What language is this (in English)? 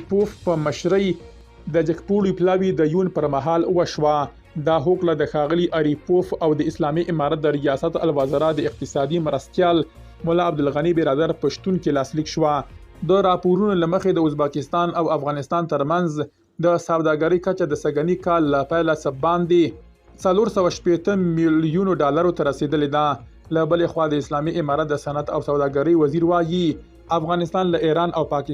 Pashto